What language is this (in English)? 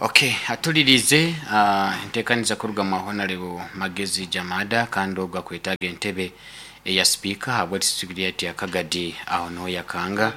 Nyankole